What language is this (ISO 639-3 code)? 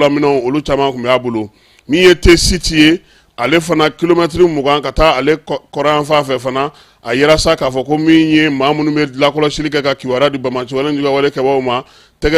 bam